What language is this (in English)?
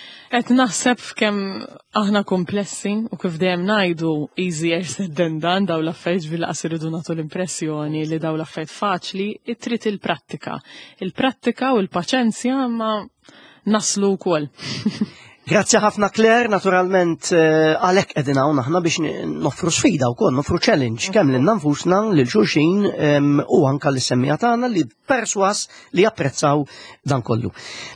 Maltese